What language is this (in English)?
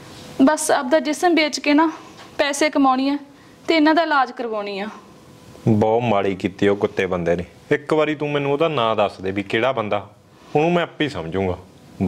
Punjabi